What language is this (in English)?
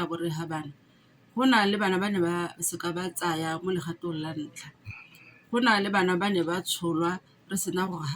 Tswana